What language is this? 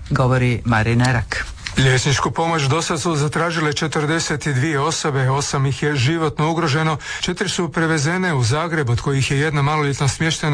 Croatian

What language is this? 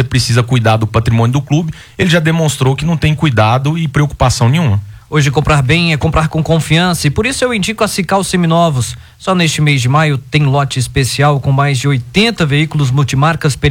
Portuguese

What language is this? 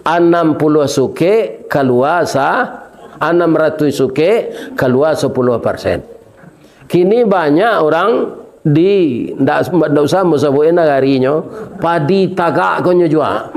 Minangkabau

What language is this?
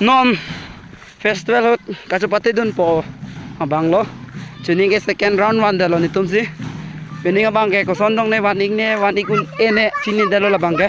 Karbi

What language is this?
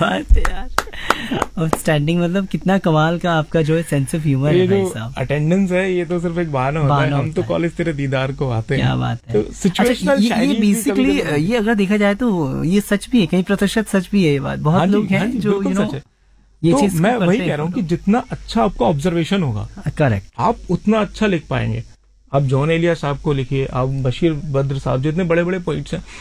Hindi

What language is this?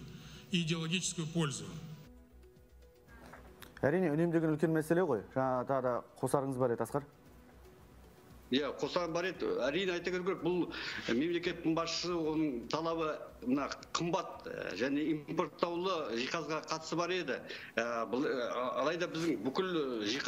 Kazakh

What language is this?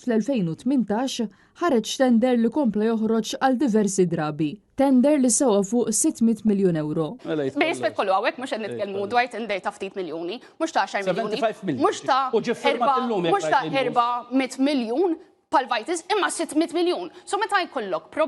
Maltese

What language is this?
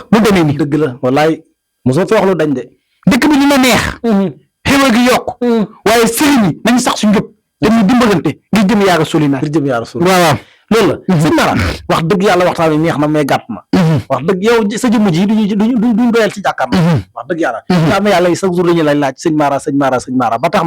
Wolof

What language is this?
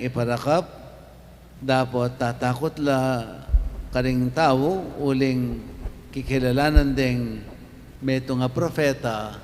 Pampanga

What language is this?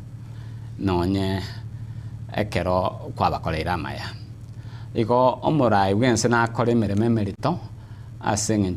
Gusii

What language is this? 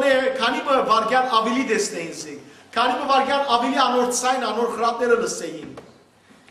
Western Armenian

